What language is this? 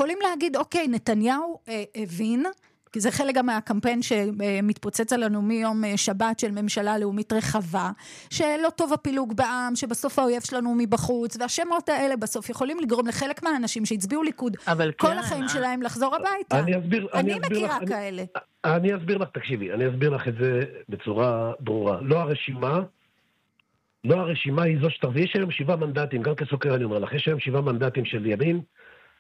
Hebrew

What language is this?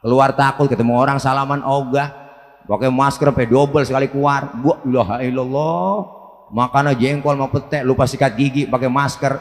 Betawi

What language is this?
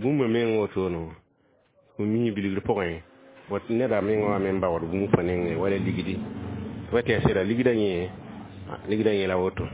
Mossi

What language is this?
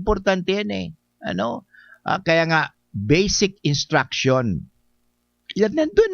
Bikol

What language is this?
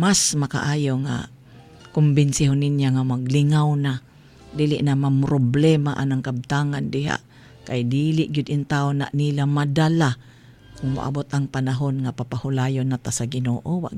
Cebuano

